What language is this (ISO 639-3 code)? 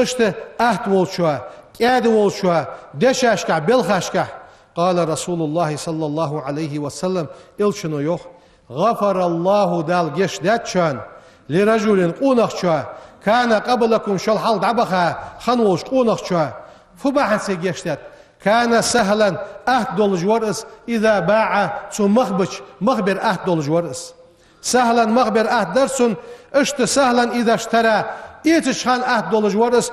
inh